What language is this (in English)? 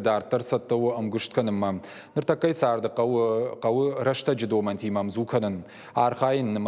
Ossetic